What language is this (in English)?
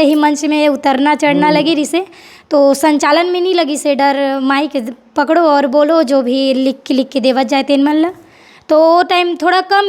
Chhattisgarhi